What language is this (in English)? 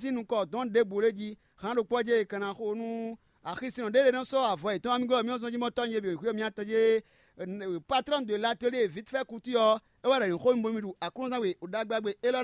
Fon